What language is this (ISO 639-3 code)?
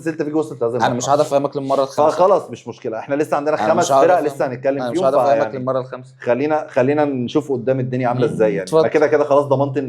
arz